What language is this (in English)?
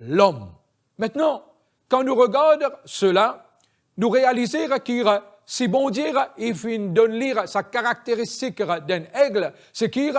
Morisyen